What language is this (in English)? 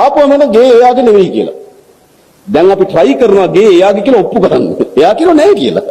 Sinhala